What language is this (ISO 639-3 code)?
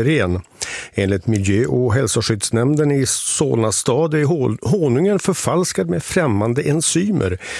swe